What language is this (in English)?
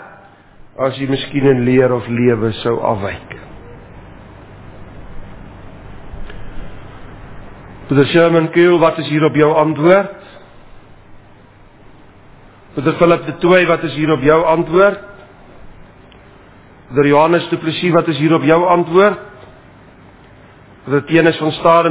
Afrikaans